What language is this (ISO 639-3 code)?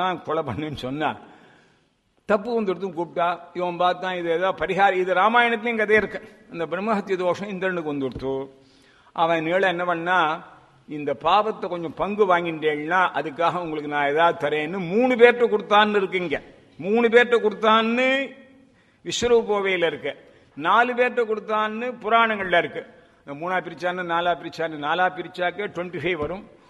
tam